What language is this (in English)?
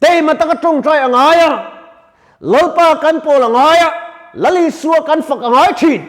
Mizo